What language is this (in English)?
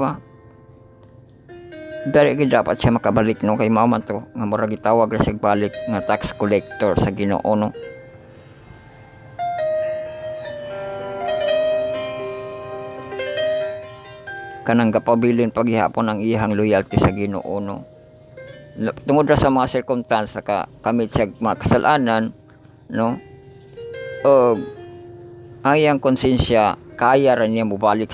Cebuano